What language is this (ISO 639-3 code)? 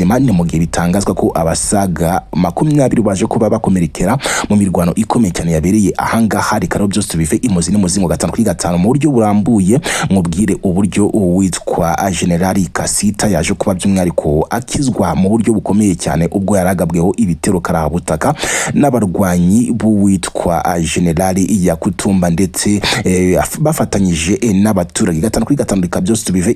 kin